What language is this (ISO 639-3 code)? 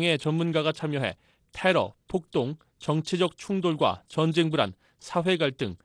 kor